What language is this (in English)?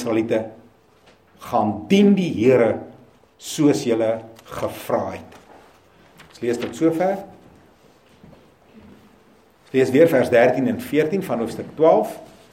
Afrikaans